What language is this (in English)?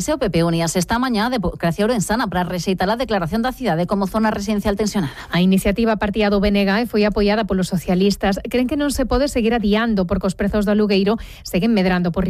Galician